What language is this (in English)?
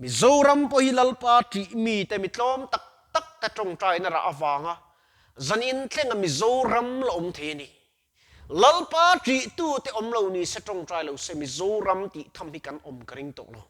Mizo